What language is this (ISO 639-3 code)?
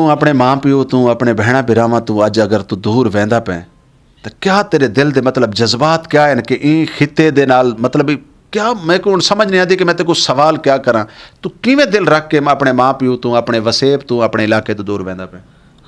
skr